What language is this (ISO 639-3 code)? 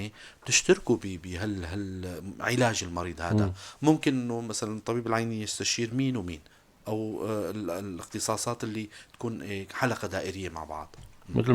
apc